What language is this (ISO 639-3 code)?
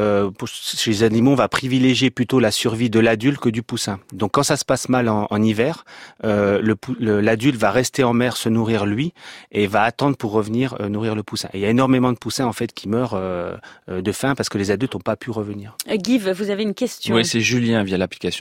fra